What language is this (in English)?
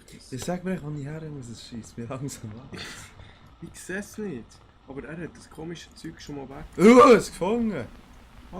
Swiss German